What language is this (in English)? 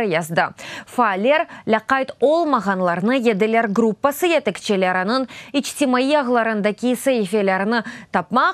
Crimean Tatar